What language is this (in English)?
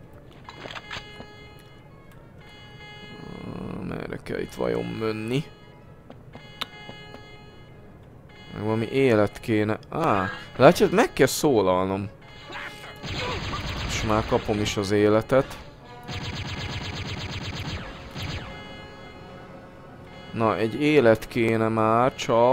Hungarian